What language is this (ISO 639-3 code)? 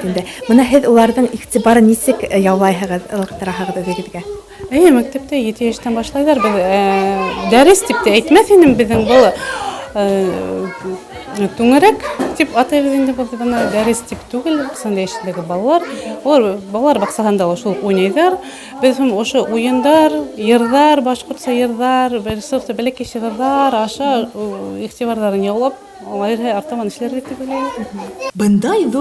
bak